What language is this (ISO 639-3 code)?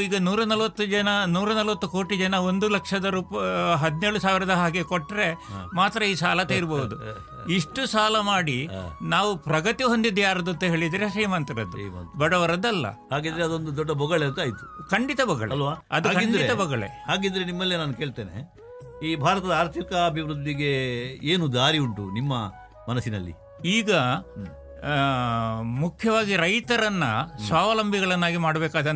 kan